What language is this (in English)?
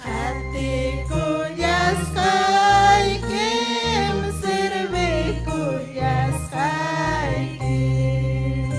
Ayacucho Quechua